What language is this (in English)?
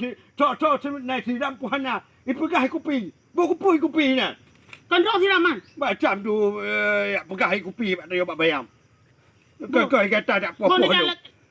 Achinese